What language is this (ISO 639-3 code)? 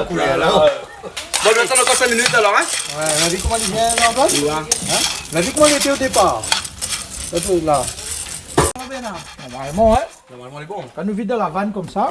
rcf